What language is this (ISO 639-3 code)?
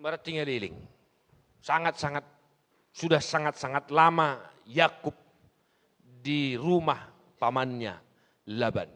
bbc